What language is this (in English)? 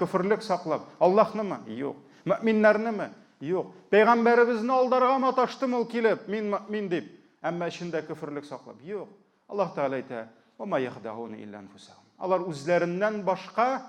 Tatar